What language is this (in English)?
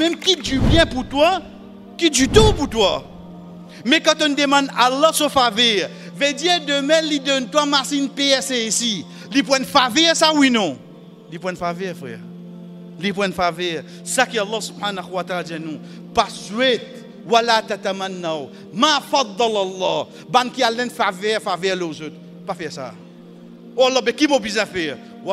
Morisyen